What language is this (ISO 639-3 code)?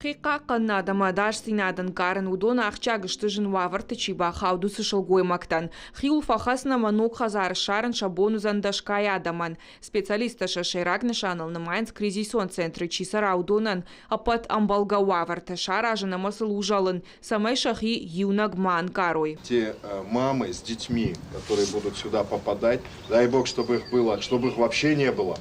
oss